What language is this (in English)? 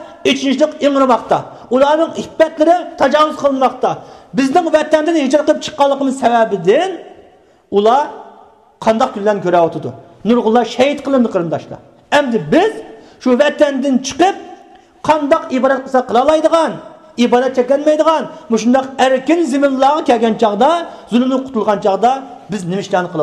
Uyghur